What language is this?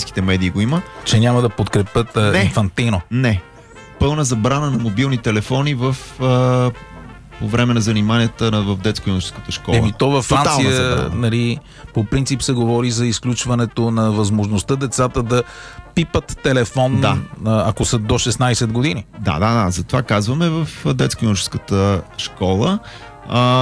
Bulgarian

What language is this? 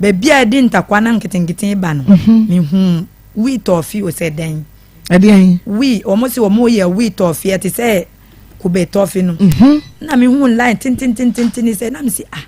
Akan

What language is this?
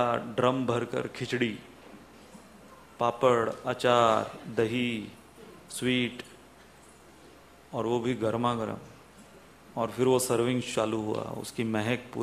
Hindi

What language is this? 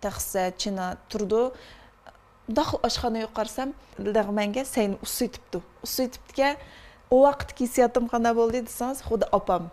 Uyghur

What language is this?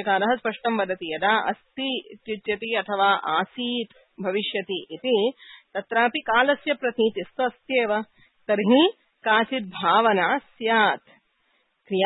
Sanskrit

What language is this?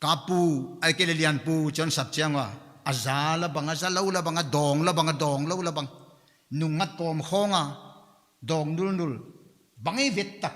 Paite Chin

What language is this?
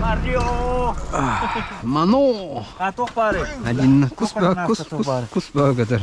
Yakut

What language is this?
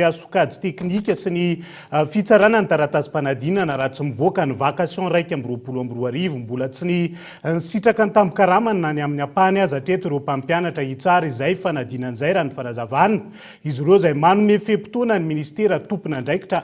Malagasy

